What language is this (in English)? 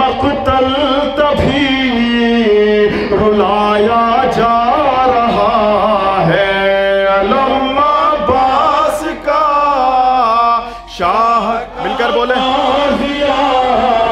Urdu